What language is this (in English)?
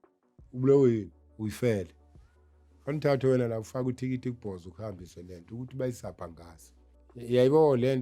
Zulu